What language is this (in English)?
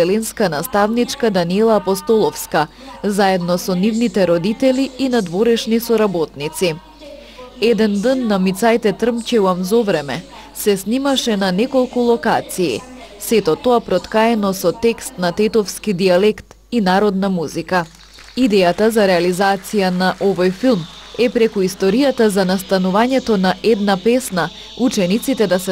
Macedonian